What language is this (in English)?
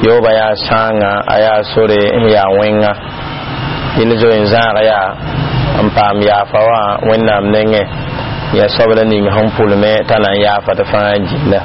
Mossi